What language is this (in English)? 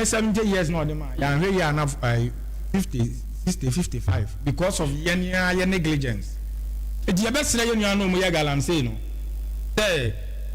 Akan